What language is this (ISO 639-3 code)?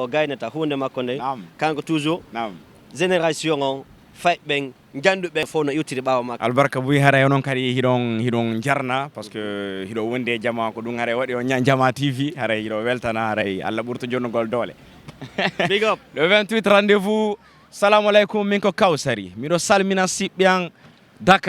ful